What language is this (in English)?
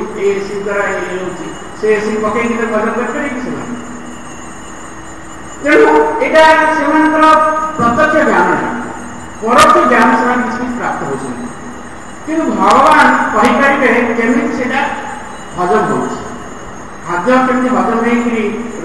Odia